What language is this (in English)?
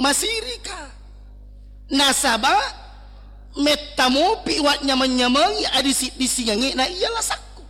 Buginese